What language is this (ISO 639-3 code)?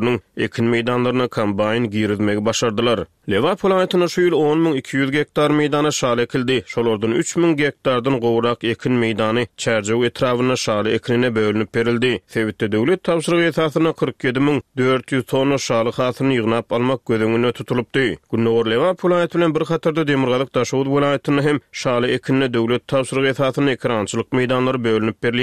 tuk